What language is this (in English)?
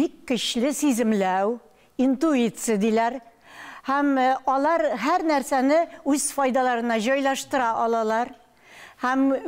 Tatar